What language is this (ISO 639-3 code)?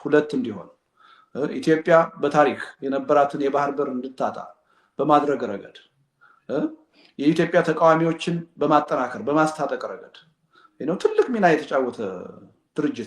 amh